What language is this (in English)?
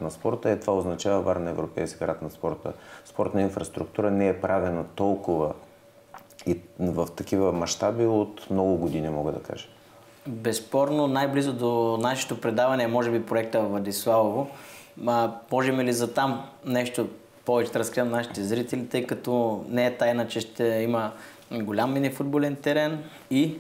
Bulgarian